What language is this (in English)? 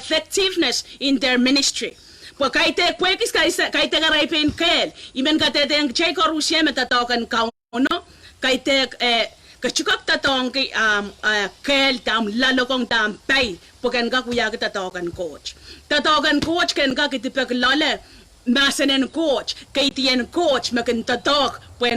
Pohnpeian